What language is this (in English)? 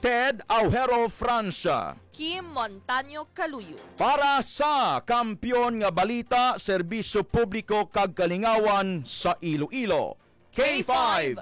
Hiligaynon